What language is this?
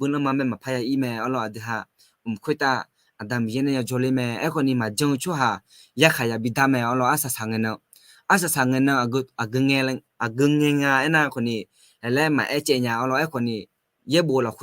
Akha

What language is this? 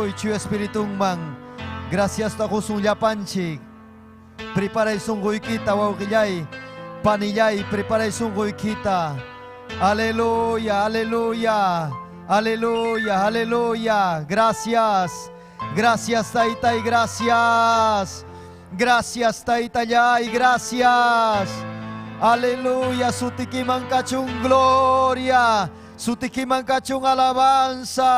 Ayacucho Quechua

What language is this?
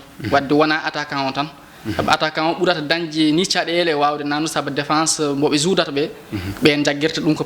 Fula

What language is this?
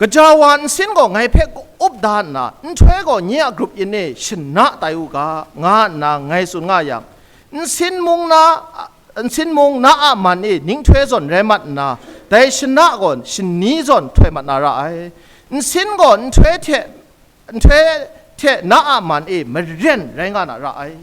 Kachin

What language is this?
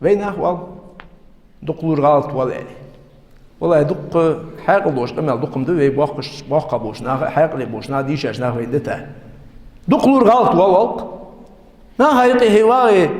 Ingush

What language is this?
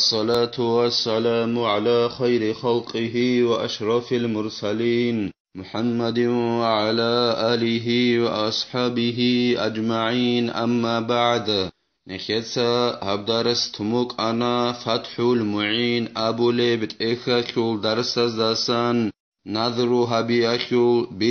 Avaric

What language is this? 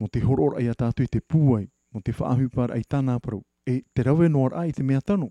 Tahitian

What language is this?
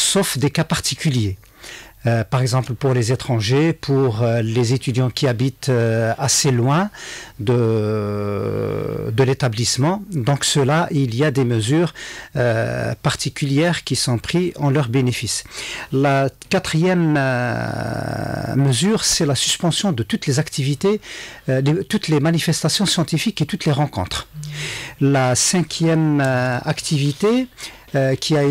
French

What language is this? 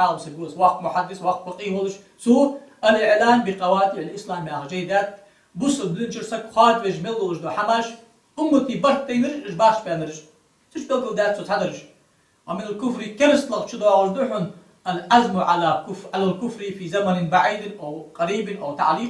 Ingush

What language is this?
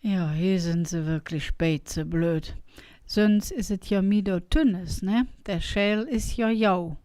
Colognian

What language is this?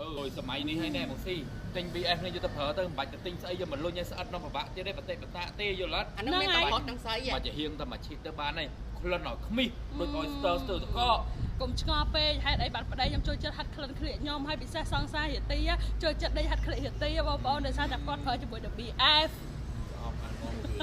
Khmer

